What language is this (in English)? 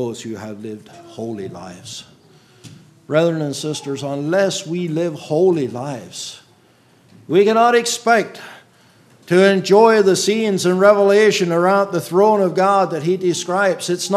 English